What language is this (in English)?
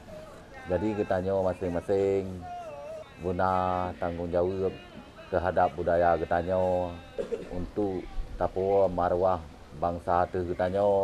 Achinese